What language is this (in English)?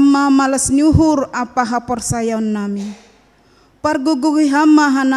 Batak Simalungun